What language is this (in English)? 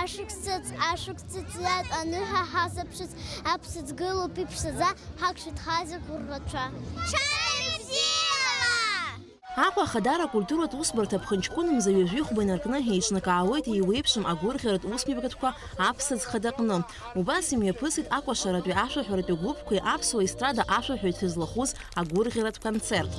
Abkhazian